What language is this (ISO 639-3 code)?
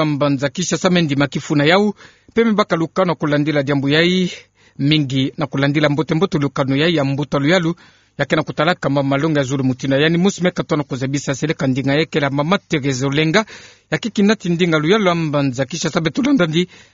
ktu